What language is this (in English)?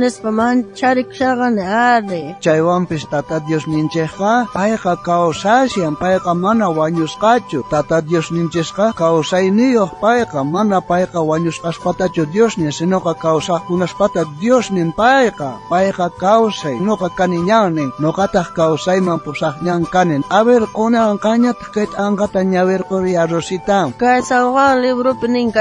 South Bolivian Quechua